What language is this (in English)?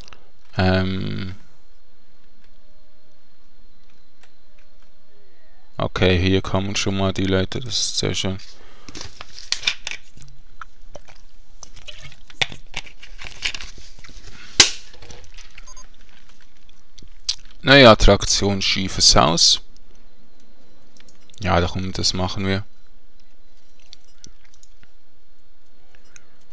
German